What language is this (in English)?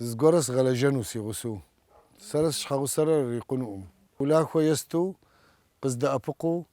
Kabardian